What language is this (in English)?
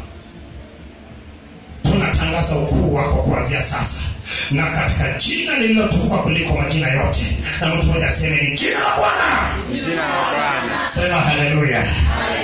Swahili